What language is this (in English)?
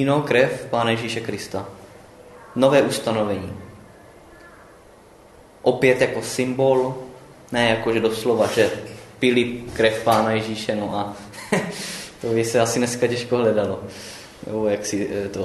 Czech